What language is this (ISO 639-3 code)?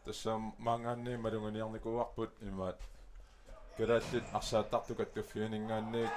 kal